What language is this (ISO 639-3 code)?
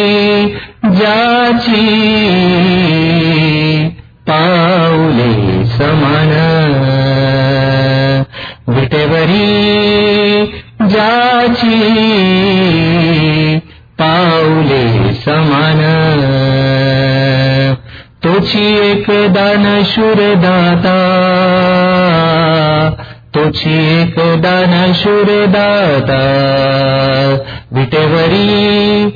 mar